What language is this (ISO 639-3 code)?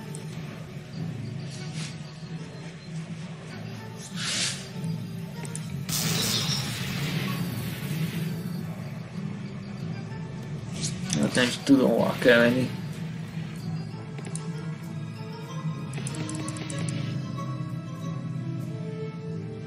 hun